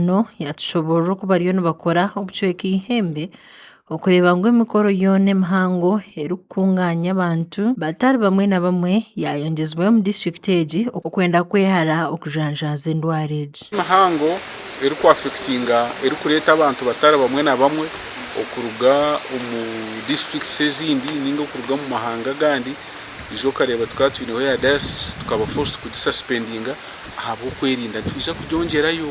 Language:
Nyankole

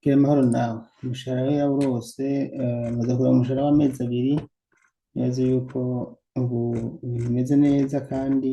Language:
Rundi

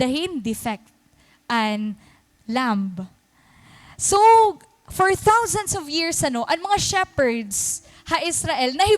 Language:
Waray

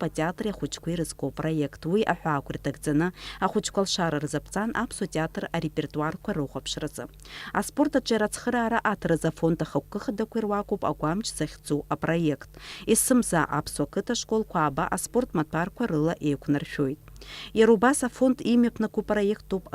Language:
Abkhazian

